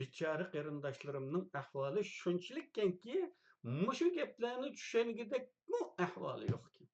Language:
Uyghur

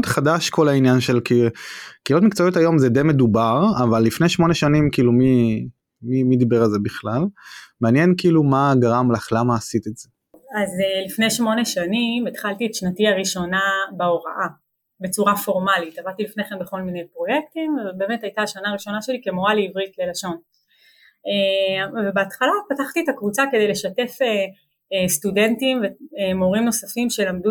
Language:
Hebrew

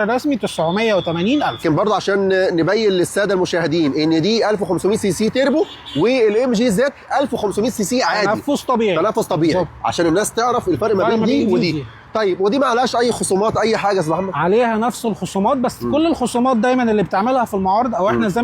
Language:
Egyptian Arabic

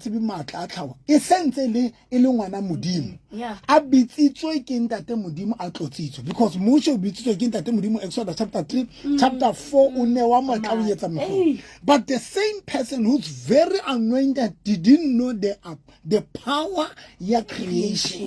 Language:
Southern Sotho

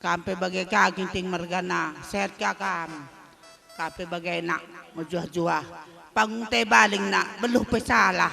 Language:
Batak Karo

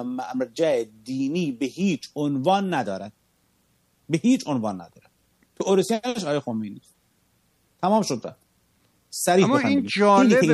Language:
Persian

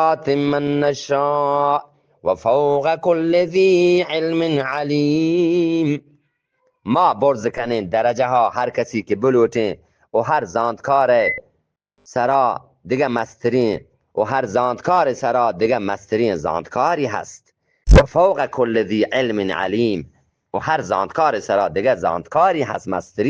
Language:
Eastern Balochi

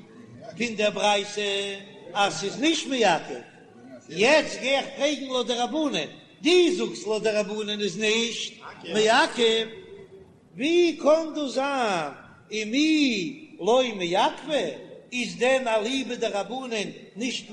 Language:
Yiddish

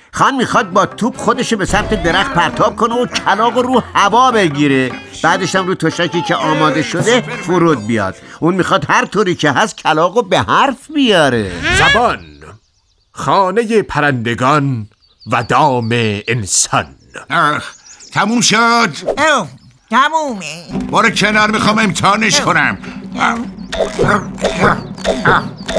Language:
Persian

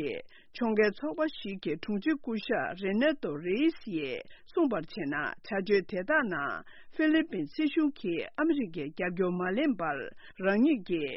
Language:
Tibetan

